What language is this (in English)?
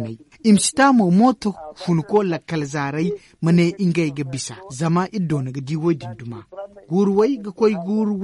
Zarma